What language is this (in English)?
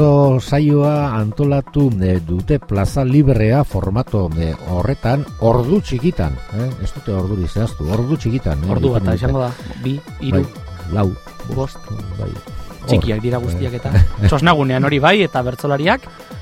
Basque